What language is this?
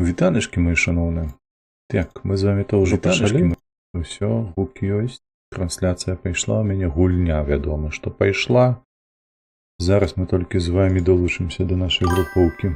Belarusian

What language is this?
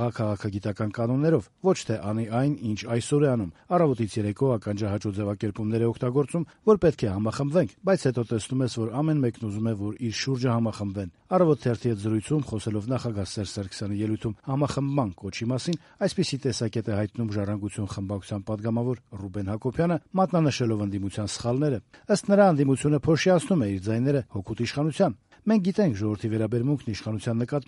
Armenian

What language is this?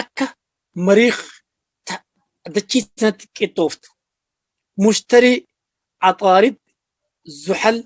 Oromo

